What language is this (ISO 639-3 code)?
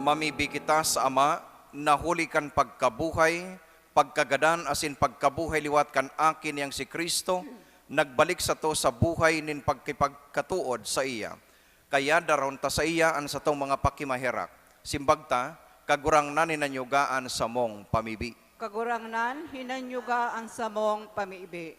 bik